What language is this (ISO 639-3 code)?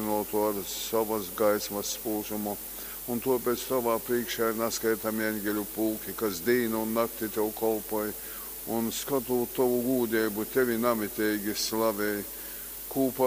ltg